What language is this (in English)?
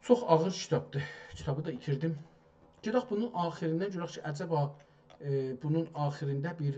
South Azerbaijani